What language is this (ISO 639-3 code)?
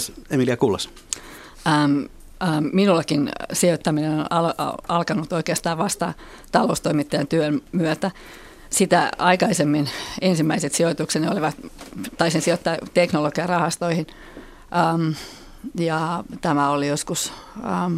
fin